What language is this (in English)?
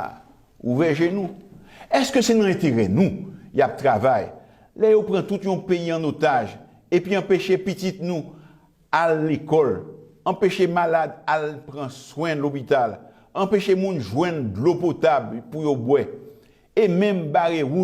Haitian Creole